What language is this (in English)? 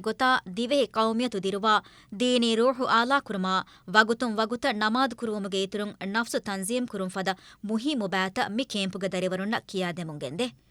Divehi